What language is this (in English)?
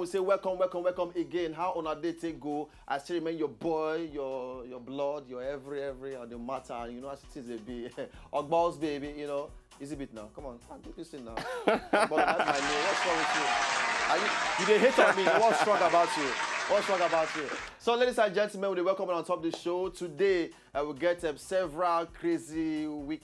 Nigerian Pidgin